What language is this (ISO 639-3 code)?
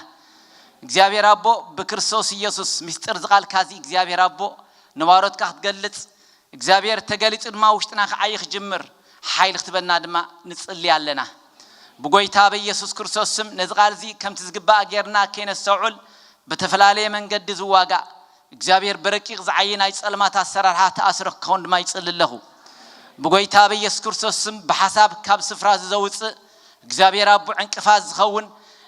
tir